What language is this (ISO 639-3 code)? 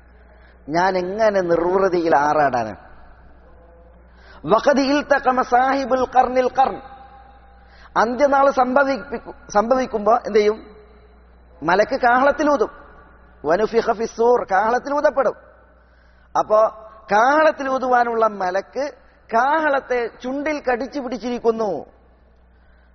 mal